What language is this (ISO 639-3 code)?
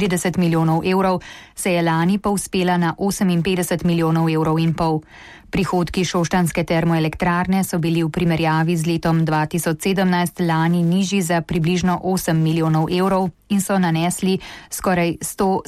slv